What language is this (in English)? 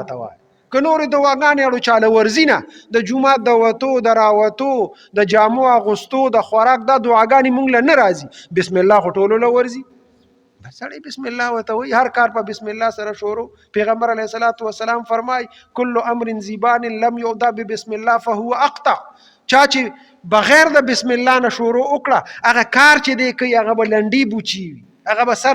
Pashto